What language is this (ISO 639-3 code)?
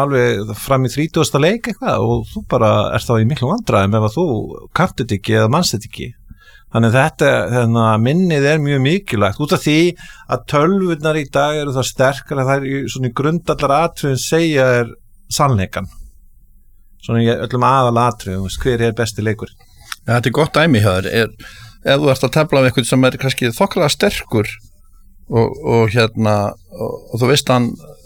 isl